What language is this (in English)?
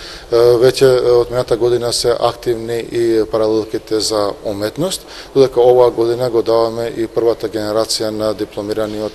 Macedonian